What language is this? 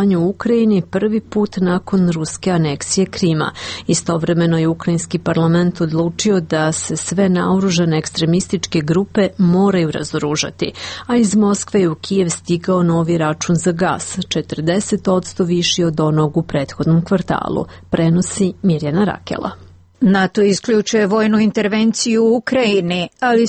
Serbian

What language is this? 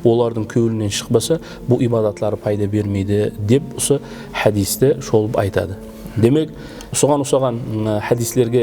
Kara-Kalpak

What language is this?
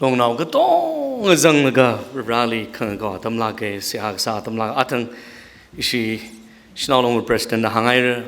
Tangkhul Naga (India)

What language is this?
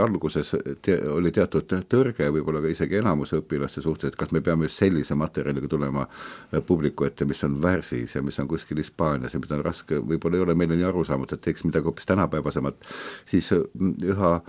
Estonian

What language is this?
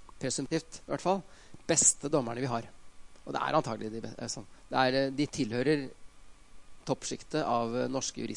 Norwegian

